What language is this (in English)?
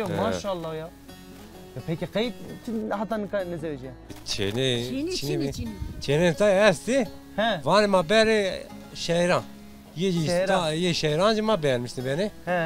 Zaza